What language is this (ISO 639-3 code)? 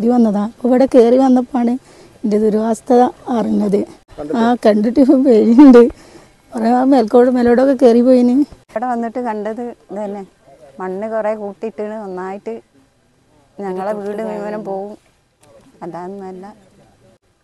mal